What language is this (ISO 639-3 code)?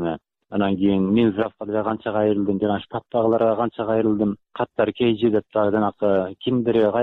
kir